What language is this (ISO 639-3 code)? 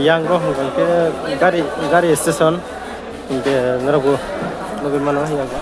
trp